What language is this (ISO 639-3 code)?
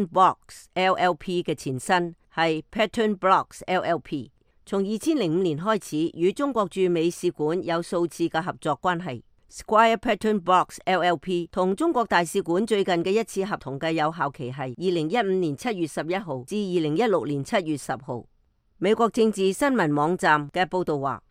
yue